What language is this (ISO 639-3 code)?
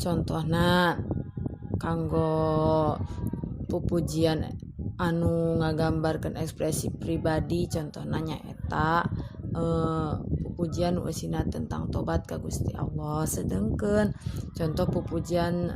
sun